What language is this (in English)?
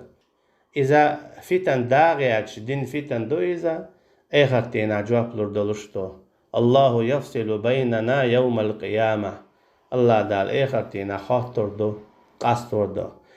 Chechen